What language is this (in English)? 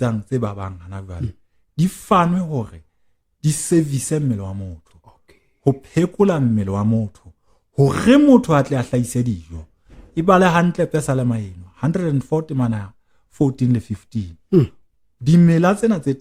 Southern Sotho